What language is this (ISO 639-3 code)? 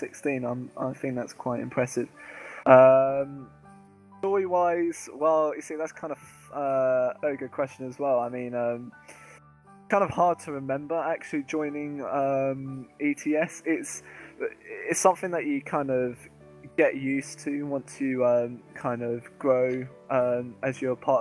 eng